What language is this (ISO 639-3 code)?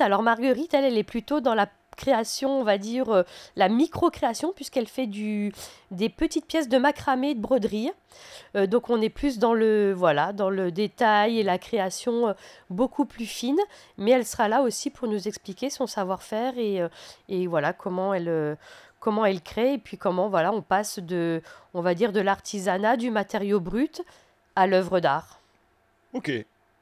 fra